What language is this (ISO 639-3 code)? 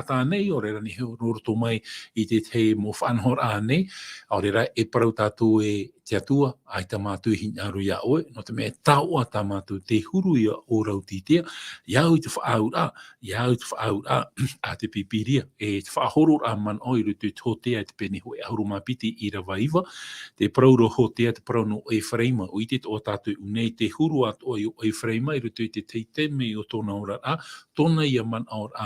tah